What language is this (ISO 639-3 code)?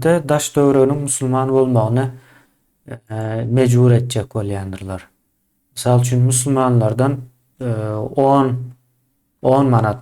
tuk